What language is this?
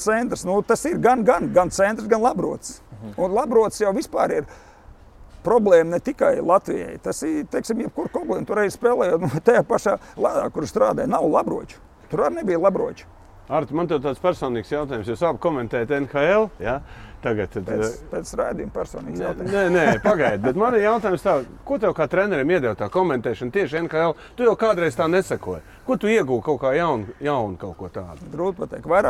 Latvian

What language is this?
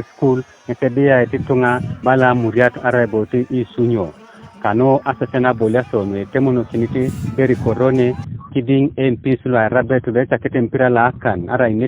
Teso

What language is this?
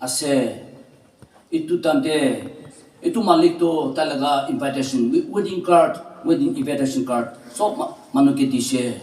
Naga Pidgin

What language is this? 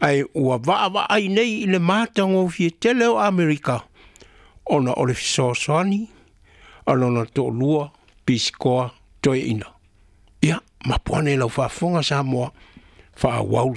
Samoan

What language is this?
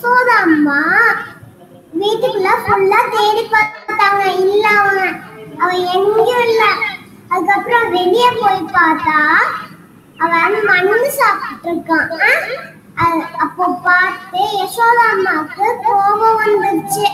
Tamil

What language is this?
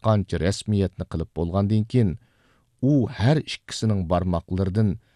Uyghur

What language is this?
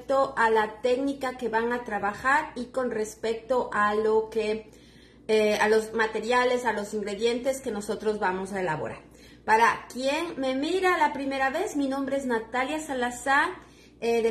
Spanish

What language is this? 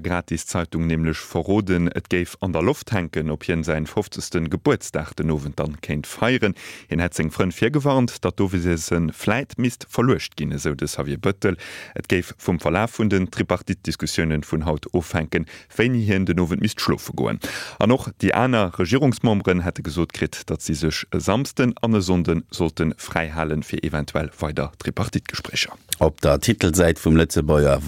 Luxembourgish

